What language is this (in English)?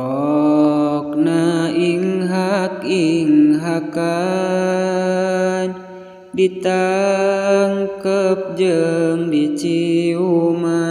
Sundanese